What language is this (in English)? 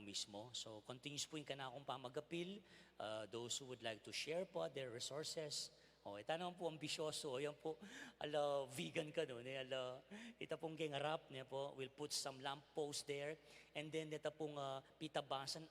Pampanga